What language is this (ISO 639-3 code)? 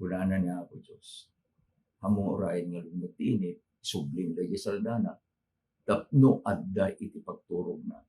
ilo